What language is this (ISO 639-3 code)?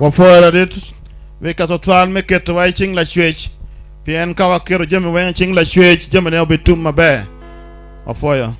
ach